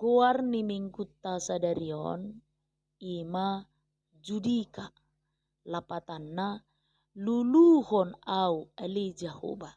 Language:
Batak Toba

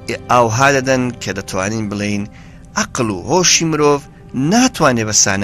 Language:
Central Kurdish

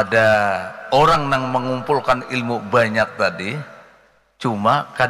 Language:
Banjar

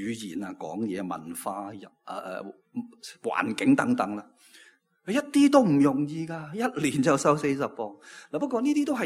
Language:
Cantonese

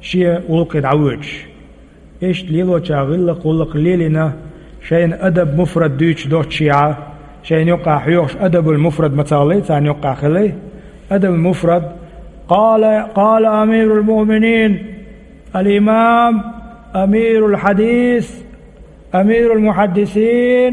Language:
Chechen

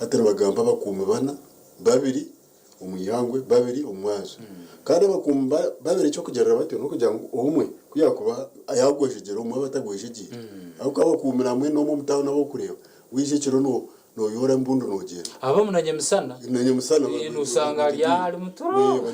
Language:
Nyankole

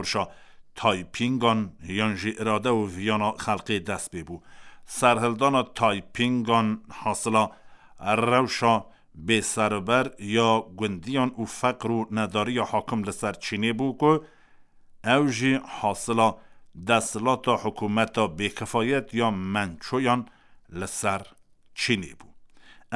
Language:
Kurdish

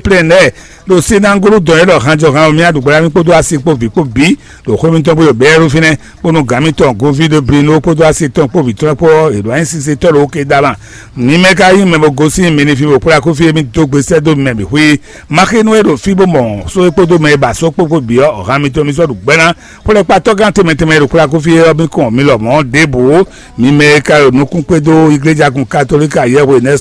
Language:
Fon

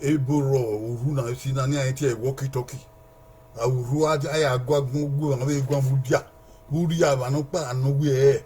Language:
Bini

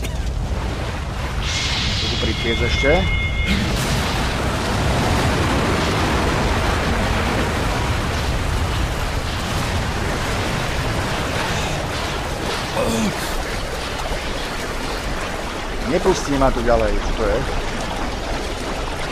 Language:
Slovak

